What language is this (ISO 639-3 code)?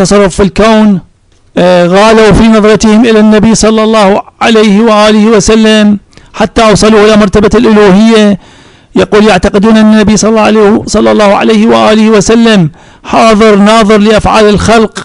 ara